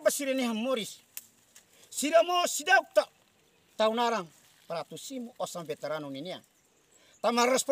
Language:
Tetum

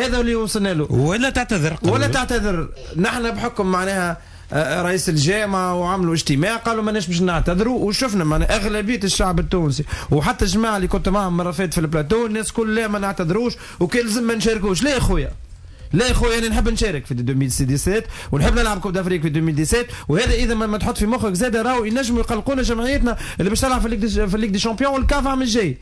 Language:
Tunisian Arabic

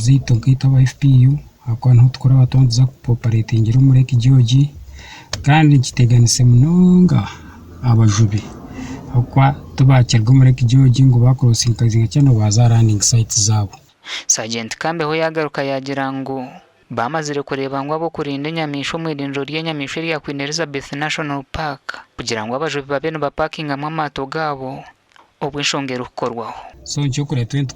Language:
Nyankole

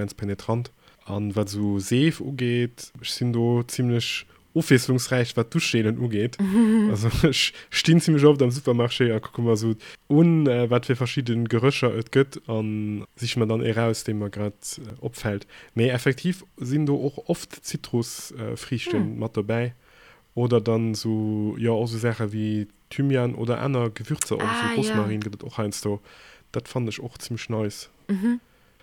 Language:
Luxembourgish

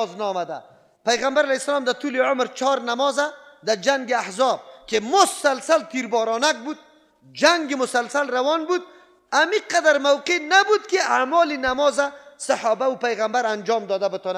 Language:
Persian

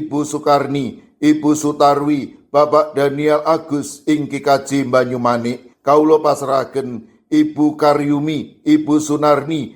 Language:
Javanese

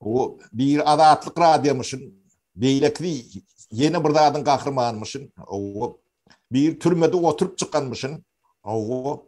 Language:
Turkmen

